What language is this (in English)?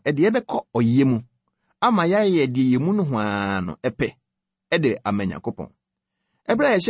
Akan